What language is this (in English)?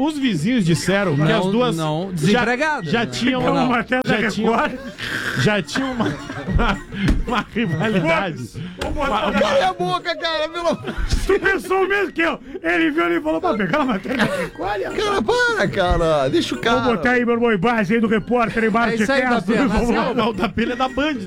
Portuguese